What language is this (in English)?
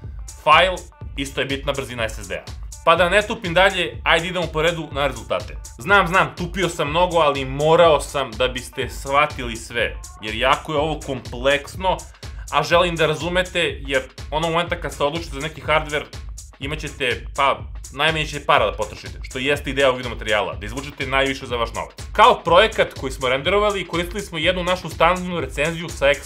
Serbian